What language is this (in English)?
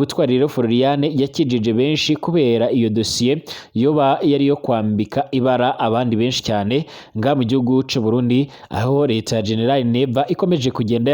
Rundi